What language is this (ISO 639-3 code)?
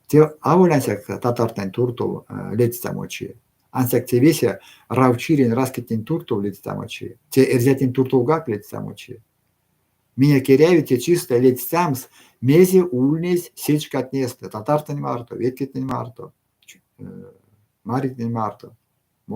myv